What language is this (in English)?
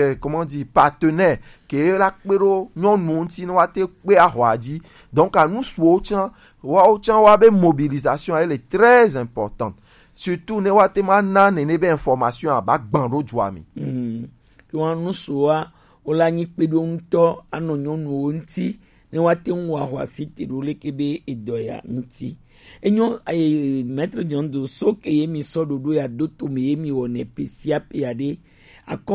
Gen